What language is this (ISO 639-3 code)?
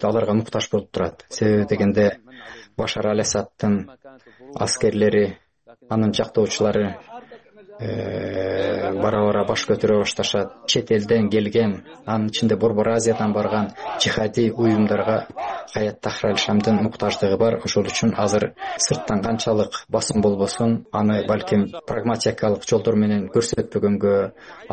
kir